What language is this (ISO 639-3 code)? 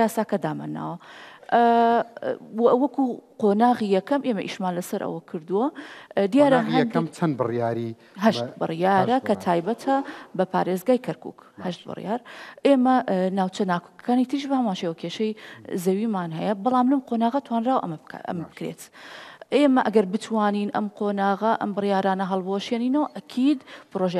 ckb